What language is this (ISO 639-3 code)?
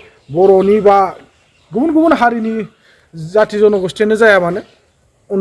brx